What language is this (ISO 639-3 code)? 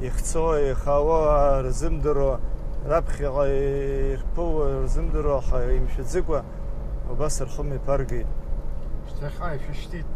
abk